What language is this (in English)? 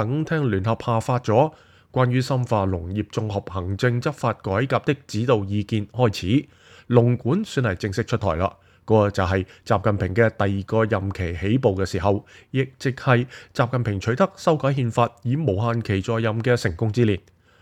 Cantonese